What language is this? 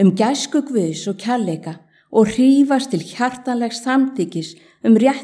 Icelandic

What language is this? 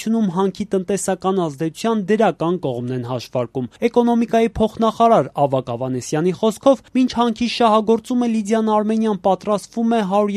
Armenian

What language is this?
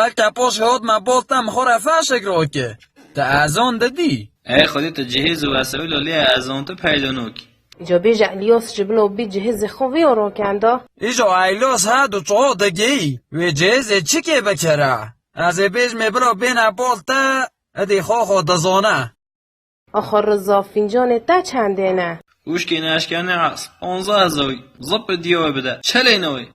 Kurdish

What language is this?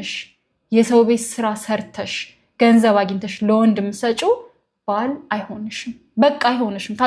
Amharic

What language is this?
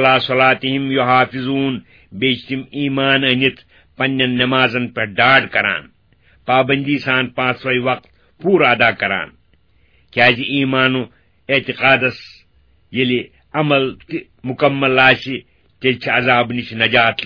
Kashmiri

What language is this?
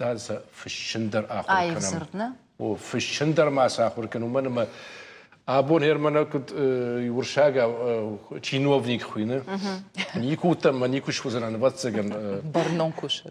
Ossetic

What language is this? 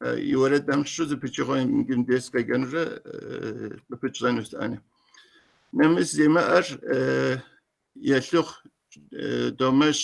Kabardian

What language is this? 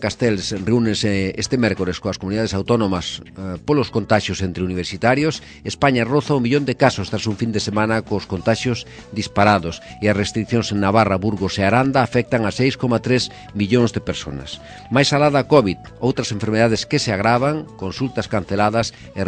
Galician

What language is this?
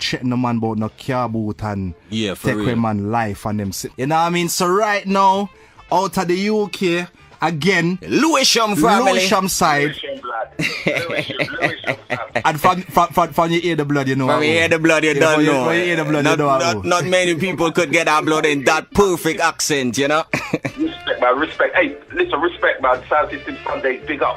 Jamaican Creole English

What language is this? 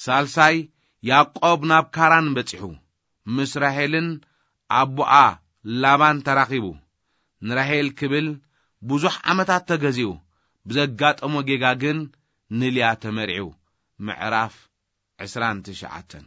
Tigrinya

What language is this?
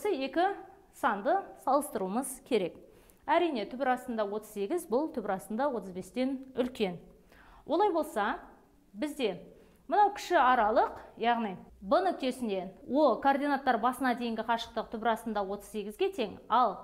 Kazakh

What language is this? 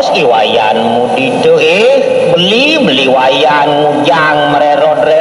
Balinese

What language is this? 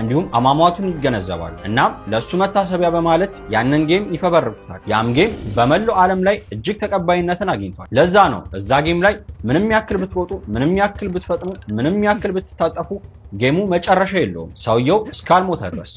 Amharic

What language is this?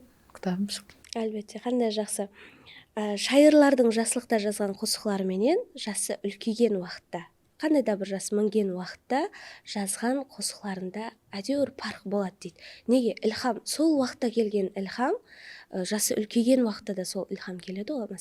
Kara-Kalpak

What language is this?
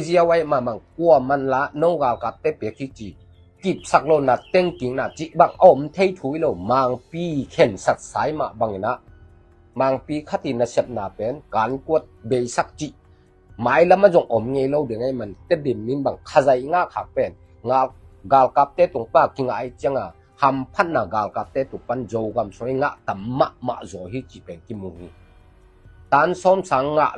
Tedim Chin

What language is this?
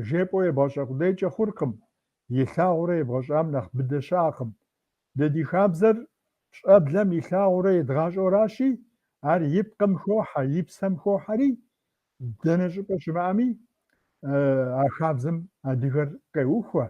Kabardian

